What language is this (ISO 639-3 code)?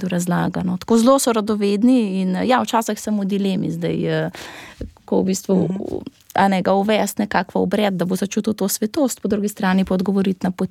slv